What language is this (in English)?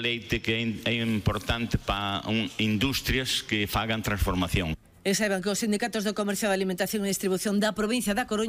Galician